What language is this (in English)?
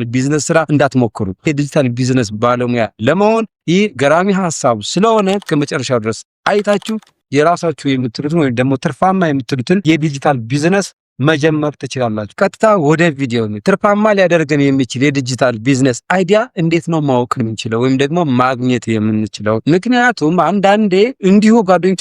Amharic